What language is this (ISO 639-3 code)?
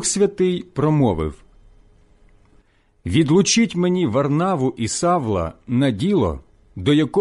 ukr